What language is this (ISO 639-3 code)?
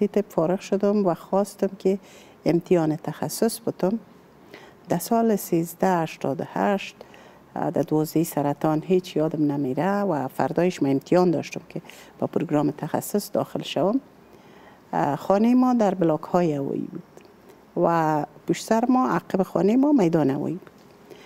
fas